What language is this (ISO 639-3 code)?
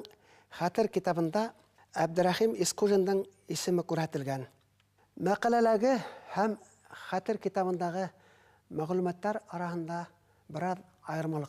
bak